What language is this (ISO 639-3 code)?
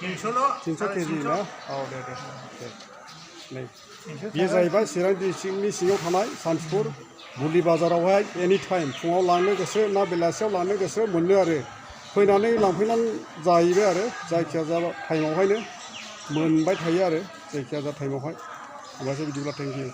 brx